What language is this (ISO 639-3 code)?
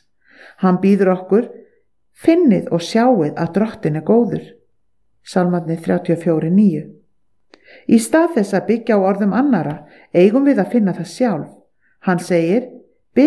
isl